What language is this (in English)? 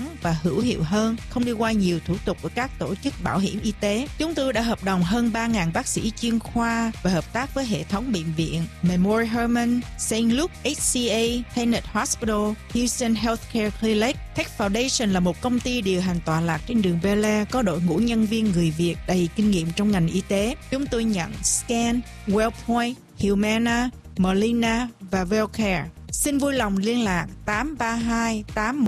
Vietnamese